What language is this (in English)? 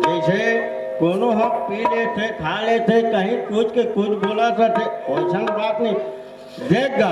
Chhattisgarhi